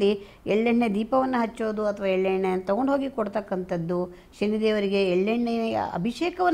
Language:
Kannada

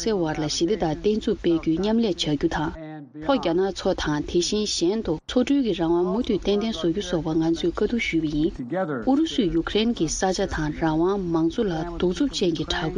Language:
Tibetan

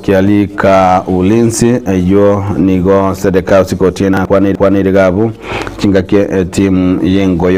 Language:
Gusii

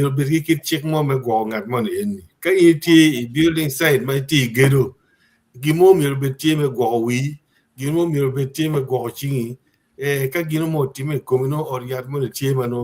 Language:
Acoli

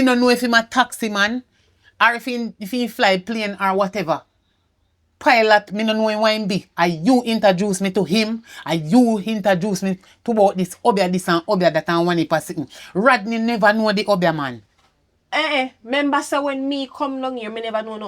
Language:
Jamaican Creole English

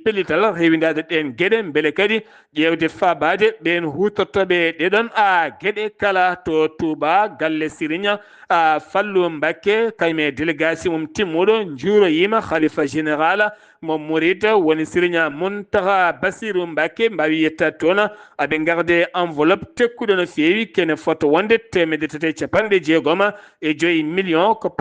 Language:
Fula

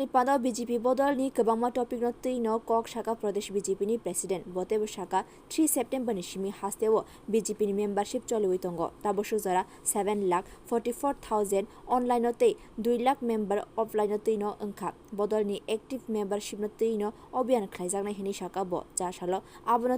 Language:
Kok Borok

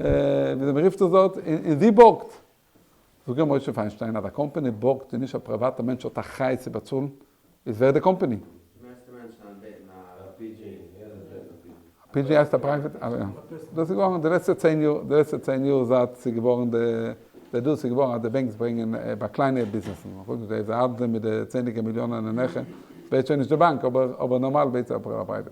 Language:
Yiddish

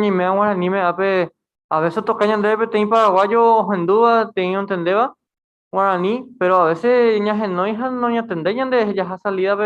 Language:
Guarani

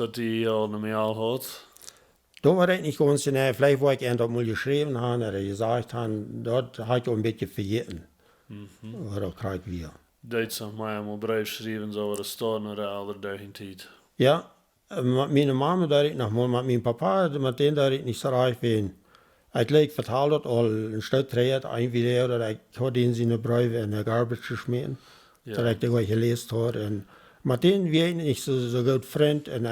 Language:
Plautdietsch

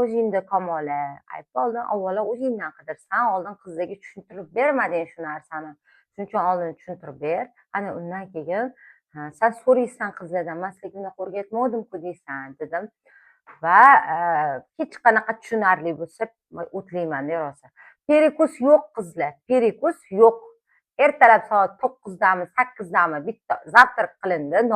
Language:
Uzbek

